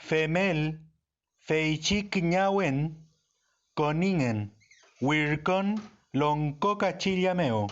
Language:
Mapuche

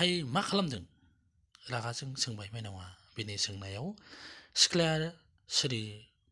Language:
Bodo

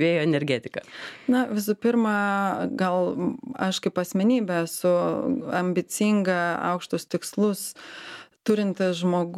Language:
Lithuanian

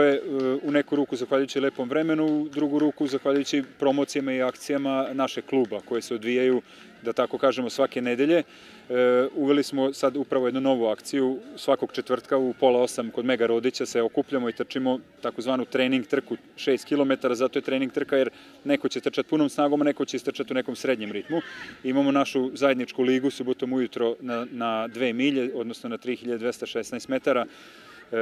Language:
Serbian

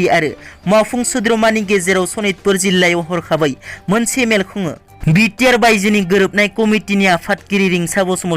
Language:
Bodo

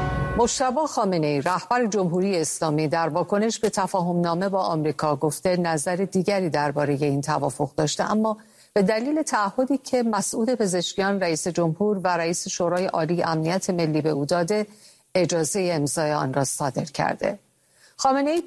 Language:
Persian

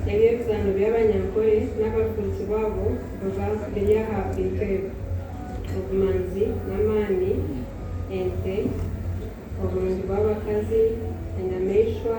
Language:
Nyankole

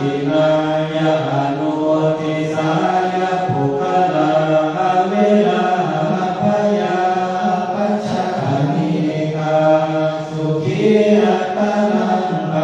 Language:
Pali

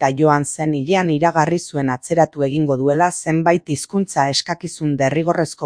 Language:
Basque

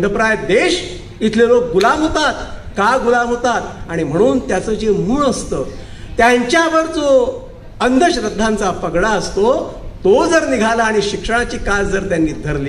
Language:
Marathi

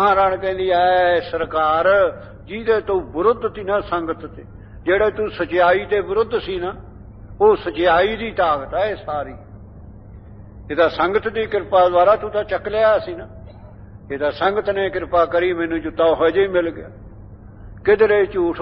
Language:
Punjabi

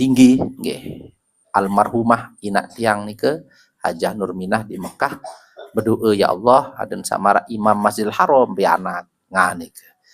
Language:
Sasak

